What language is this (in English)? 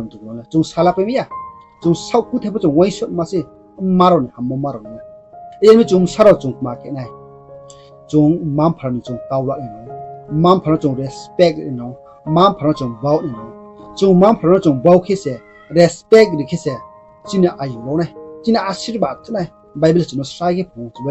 Riang (India)